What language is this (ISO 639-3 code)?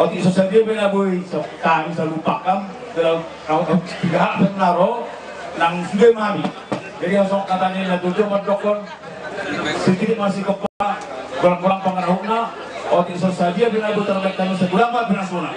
bbc